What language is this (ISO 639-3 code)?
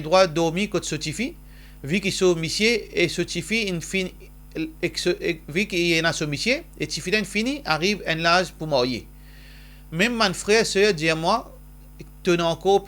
mfe